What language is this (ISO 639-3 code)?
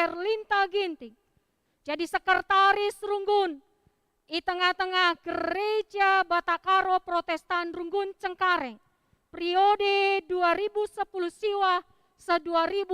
btx